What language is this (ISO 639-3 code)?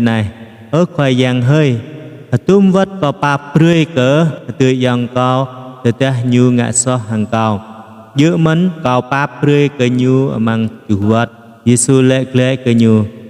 jra